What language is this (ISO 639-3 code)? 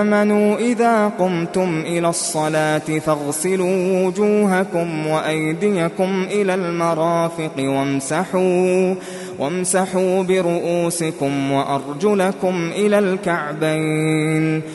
ara